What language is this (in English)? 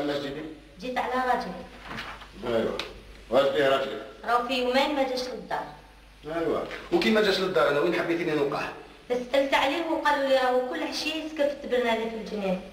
Algerian Arabic